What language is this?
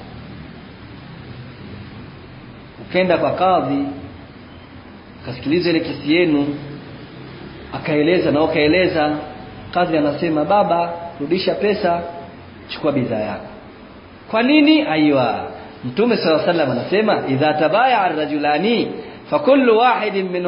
Swahili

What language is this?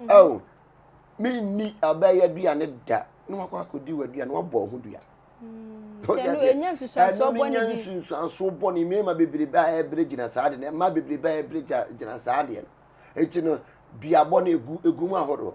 Akan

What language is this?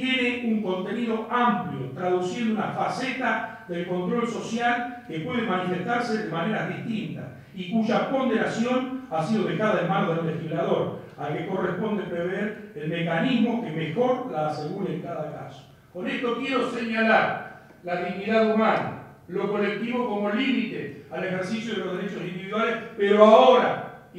Spanish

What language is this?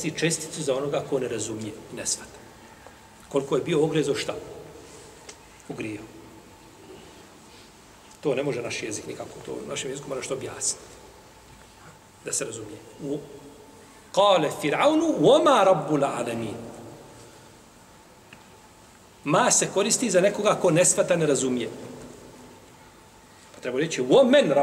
Bosnian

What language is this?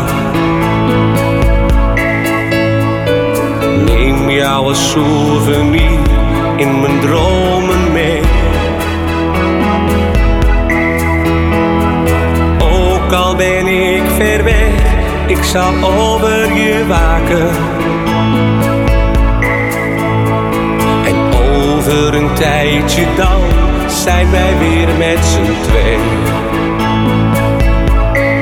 Dutch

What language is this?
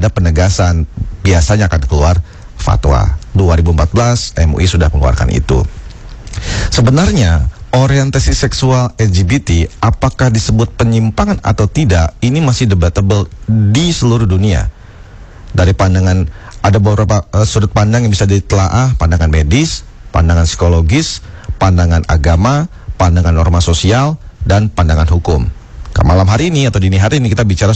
Indonesian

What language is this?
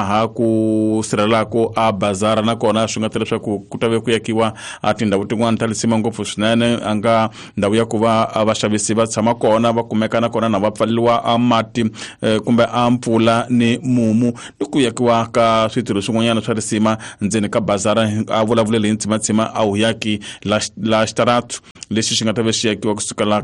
Tsonga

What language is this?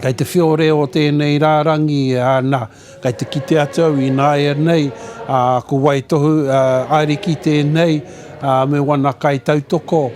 Māori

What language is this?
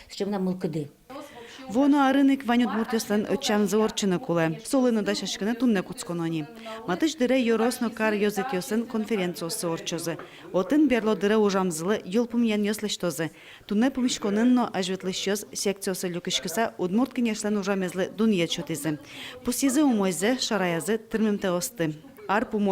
Udmurt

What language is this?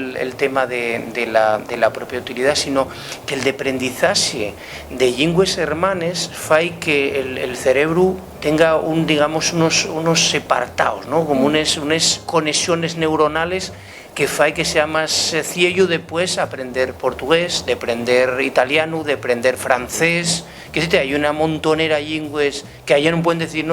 Asturian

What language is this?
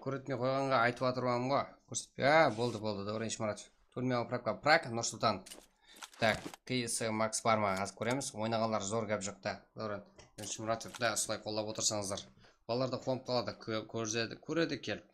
Kara-Kalpak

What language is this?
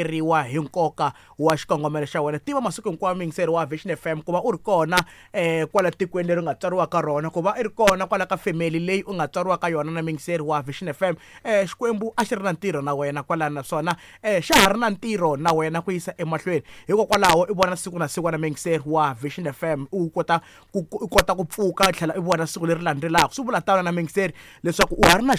Tsonga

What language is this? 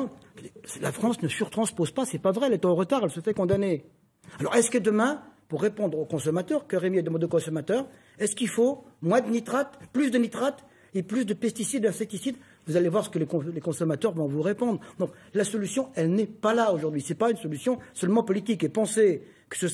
French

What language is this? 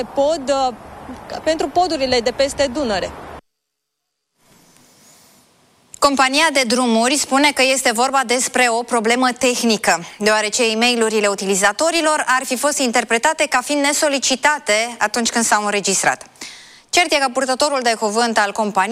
Romanian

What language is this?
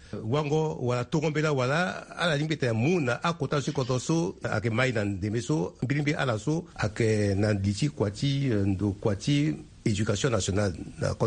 Sango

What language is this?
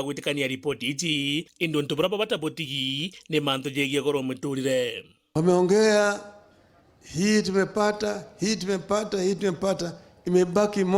Meru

